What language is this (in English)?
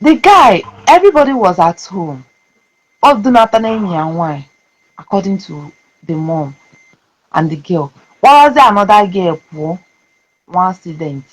Igbo